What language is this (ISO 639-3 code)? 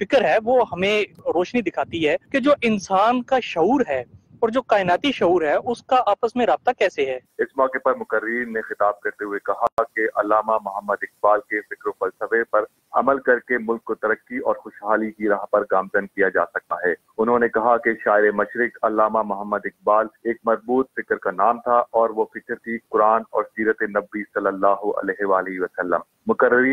urd